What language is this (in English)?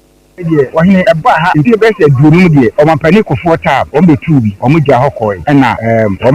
Akan